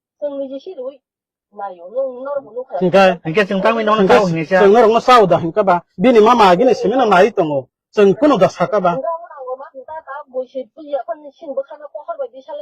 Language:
Kok Borok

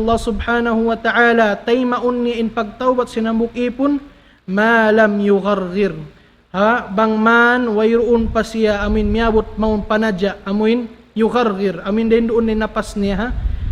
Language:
Tausug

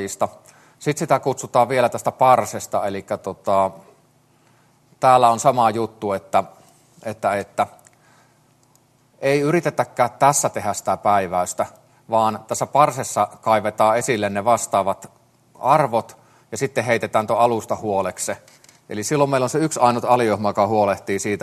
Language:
Finnish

